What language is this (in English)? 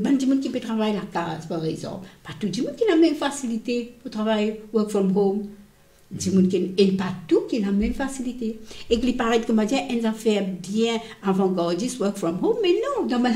Morisyen